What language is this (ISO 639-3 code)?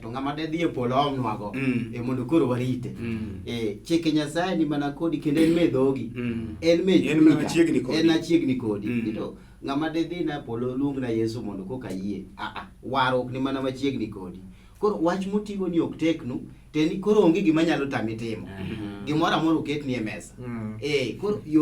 luo